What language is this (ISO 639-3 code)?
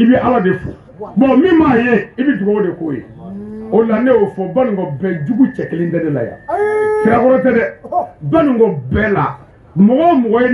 bam